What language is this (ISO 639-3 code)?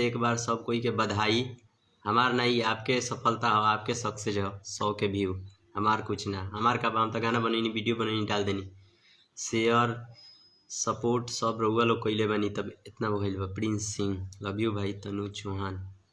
bho